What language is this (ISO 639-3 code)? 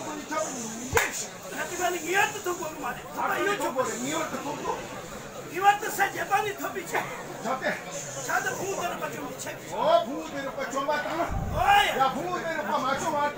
bod